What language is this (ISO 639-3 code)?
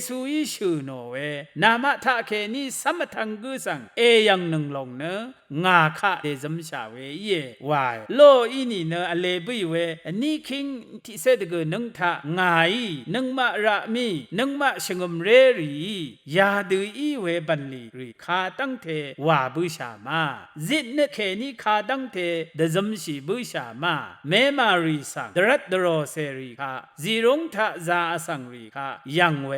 raw